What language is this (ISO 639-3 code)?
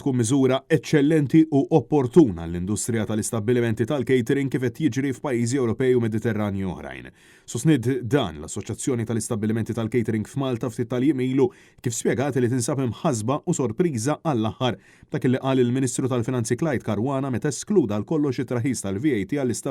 mlt